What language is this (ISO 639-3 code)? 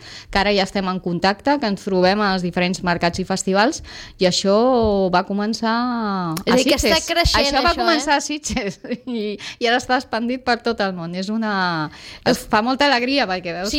cat